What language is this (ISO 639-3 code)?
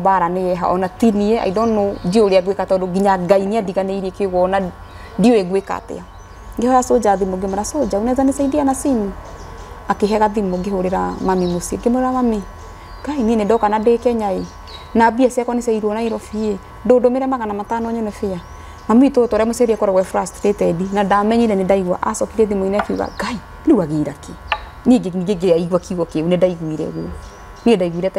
kik